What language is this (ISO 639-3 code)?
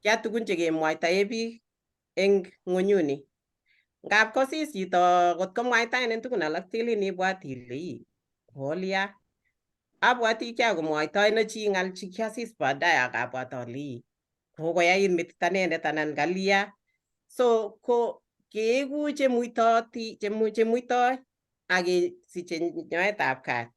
kln